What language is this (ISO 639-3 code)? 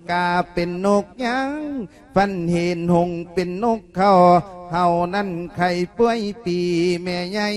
lao